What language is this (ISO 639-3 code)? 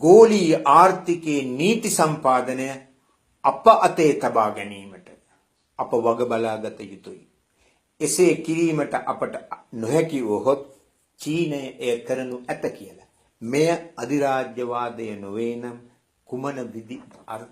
sin